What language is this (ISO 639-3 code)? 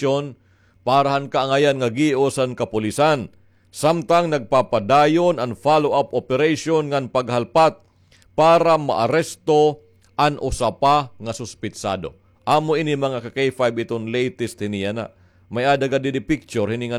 war